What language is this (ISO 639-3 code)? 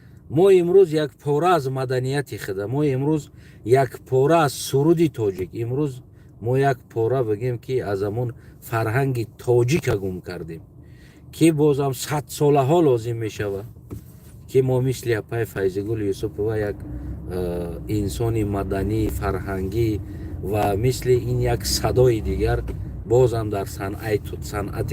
tgk